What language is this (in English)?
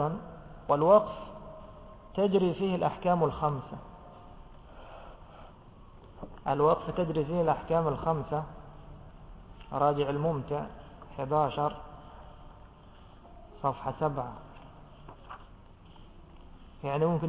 Arabic